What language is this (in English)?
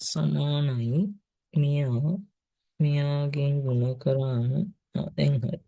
Sinhala